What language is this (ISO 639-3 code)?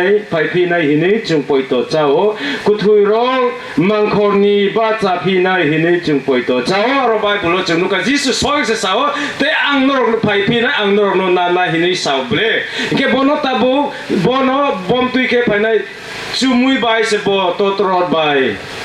trp